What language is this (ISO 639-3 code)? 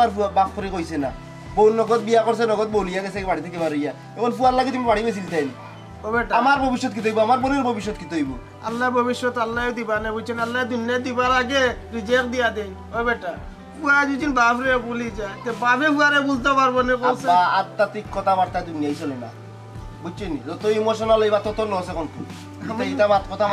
syl